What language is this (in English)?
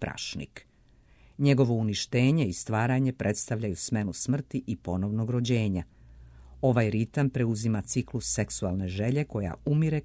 Serbian